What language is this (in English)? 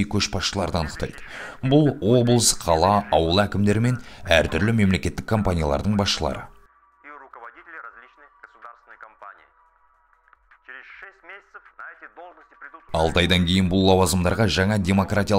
Kazakh